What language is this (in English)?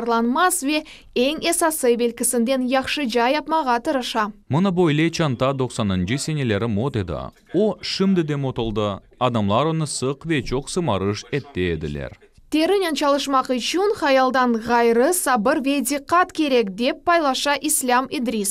Crimean Tatar